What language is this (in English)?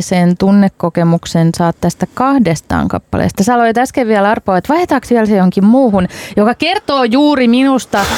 Finnish